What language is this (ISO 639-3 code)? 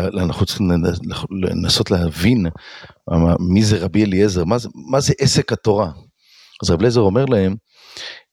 heb